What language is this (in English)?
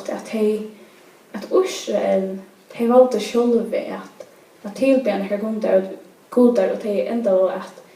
Faroese